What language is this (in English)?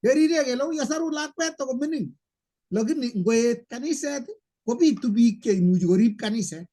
Kalenjin